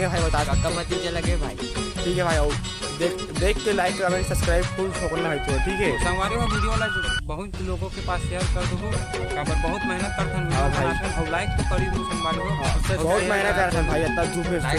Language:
Chhattisgarhi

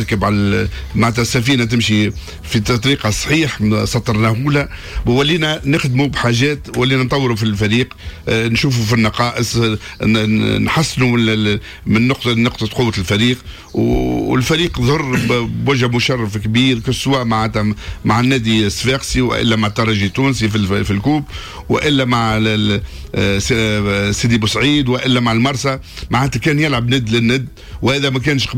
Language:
Tunisian Arabic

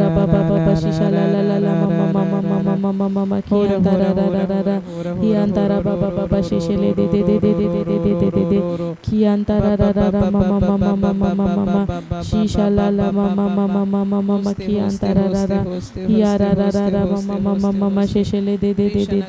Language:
Tem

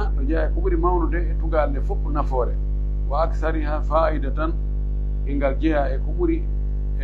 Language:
Pular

